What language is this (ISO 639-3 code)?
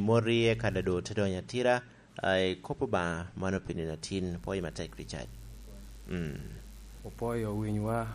laj